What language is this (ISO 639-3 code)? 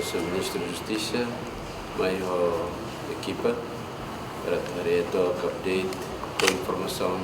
tet